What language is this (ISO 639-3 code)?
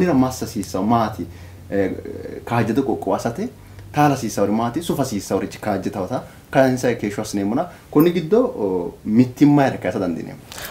sid